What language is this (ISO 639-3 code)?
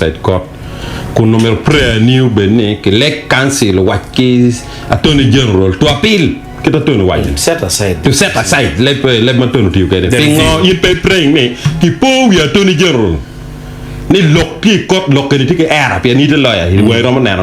ach